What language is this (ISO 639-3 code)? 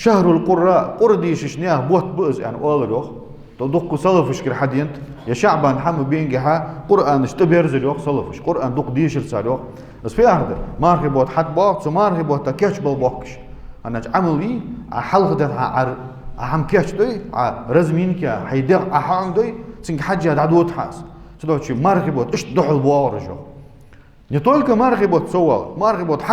inh